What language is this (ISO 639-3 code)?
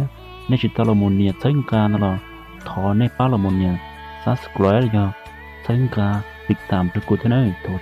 hmn